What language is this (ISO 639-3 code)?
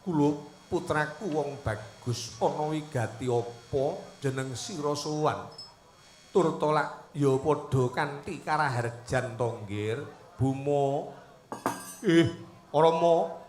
jav